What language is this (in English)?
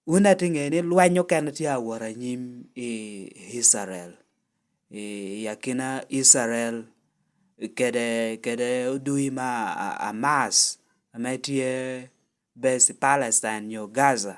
Lango (Uganda)